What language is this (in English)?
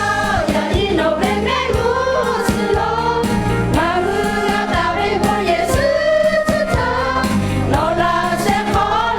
Lahu